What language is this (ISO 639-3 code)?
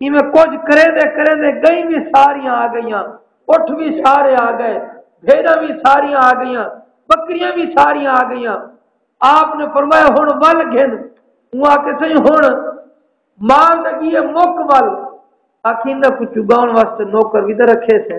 skr